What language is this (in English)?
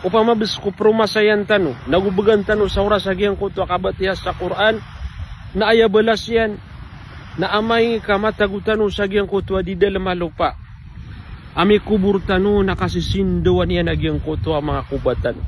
Maranao